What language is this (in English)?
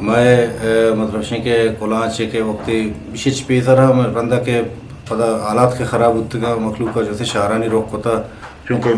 Eastern Balochi